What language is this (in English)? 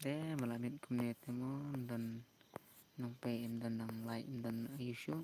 Khasi